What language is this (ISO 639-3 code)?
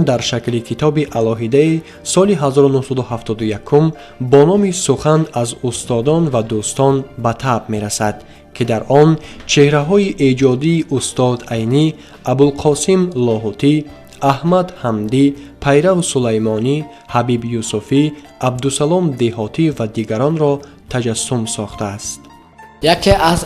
tgk